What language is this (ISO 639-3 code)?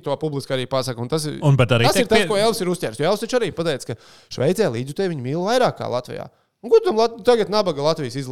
lav